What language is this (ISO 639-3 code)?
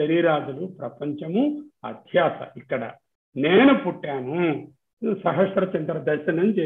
tel